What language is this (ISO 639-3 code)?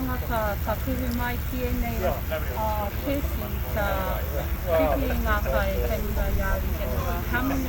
mri